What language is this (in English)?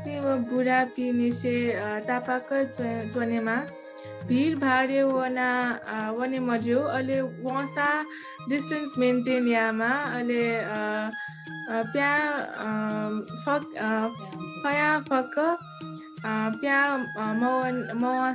Newari